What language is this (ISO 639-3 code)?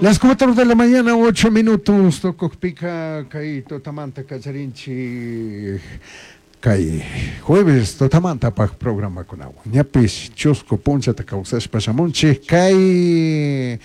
qug